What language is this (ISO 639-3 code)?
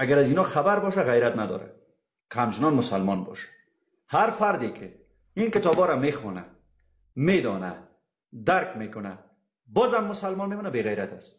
fas